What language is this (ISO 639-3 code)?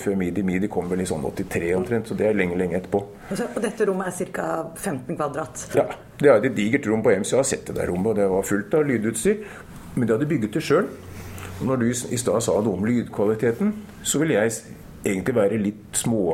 nor